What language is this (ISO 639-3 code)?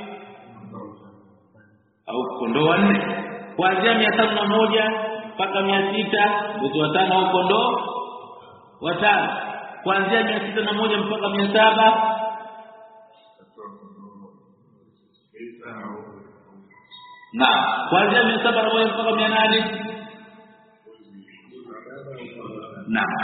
swa